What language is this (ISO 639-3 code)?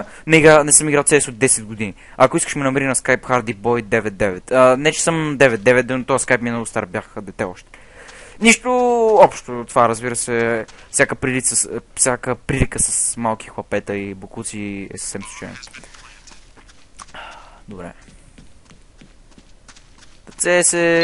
bul